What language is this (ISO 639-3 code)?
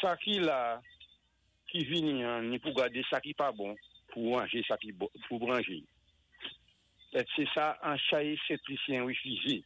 acf